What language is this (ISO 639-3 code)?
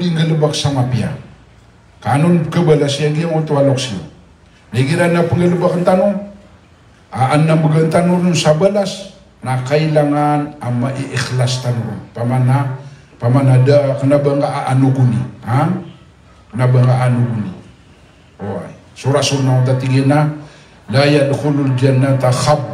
mrw